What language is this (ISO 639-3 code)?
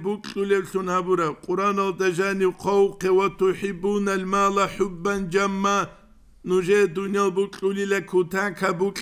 ava